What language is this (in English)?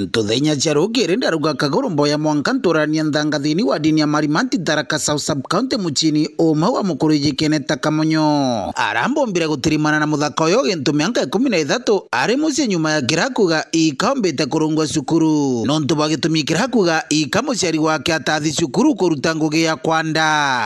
Meru